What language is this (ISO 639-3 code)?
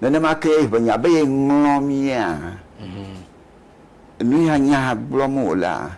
ewe